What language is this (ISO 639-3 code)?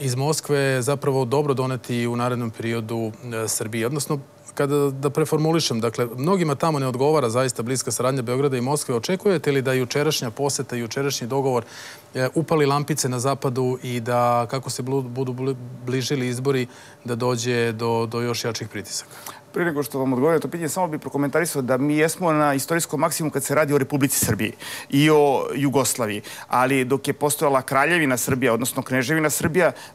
srp